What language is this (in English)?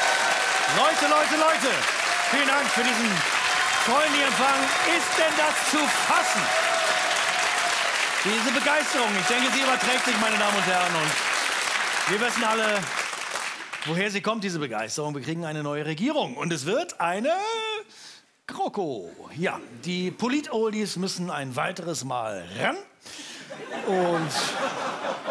German